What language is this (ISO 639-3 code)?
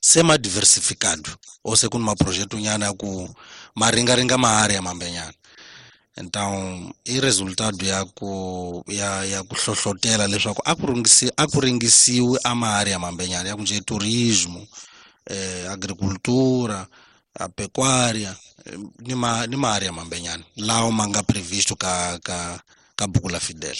tso